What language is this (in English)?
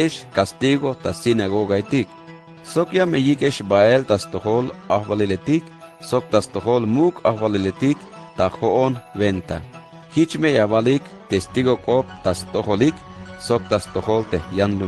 Tzeltal